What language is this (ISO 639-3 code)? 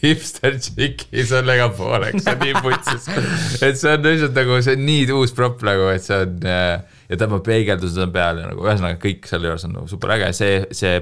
est